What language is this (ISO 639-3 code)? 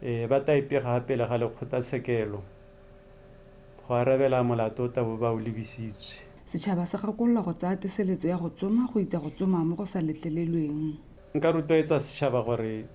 tsn